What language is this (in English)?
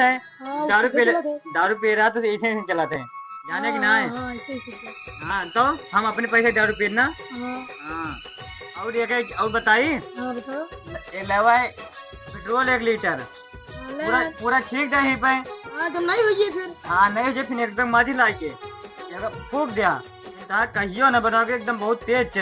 Awadhi